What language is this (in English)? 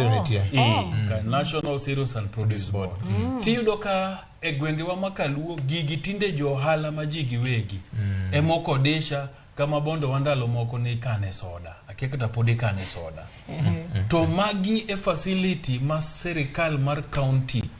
Luo (Kenya and Tanzania)